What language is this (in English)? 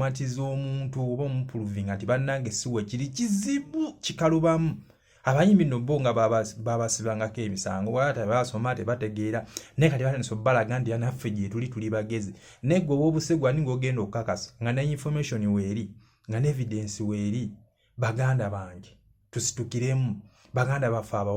Ganda